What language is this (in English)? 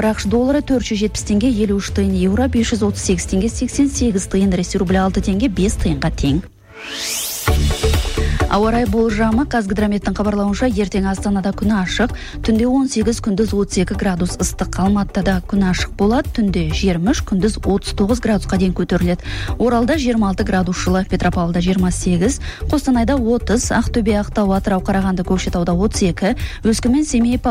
Kazakh